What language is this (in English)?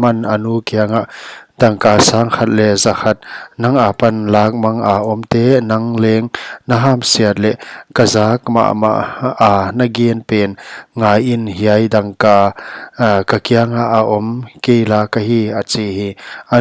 Paite Chin